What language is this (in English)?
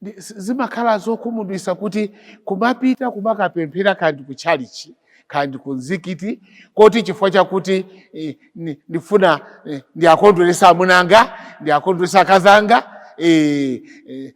Nyanja